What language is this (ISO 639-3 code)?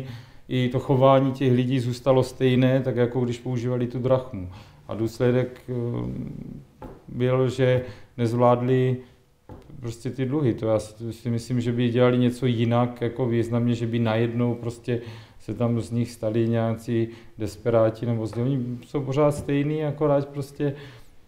ces